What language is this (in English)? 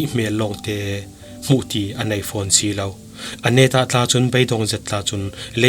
Falam Chin